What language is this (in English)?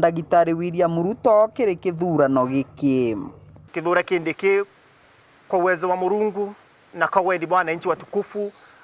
Meru